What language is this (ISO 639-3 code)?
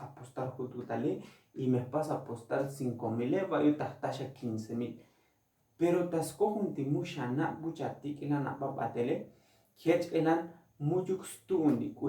tzo